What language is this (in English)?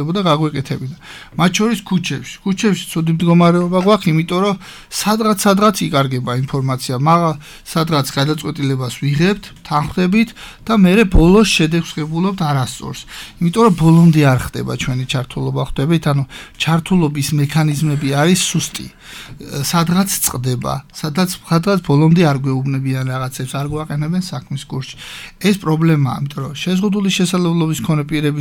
Georgian